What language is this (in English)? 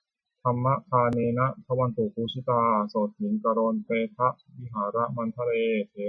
Pali